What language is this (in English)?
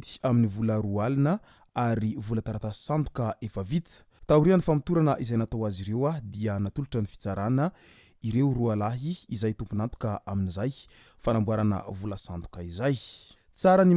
Malagasy